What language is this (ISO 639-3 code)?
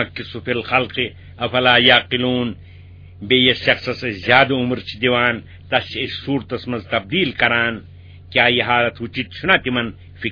kas